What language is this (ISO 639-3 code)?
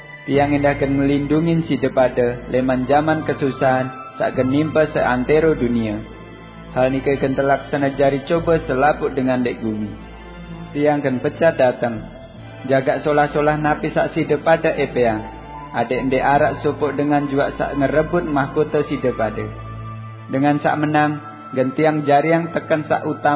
sas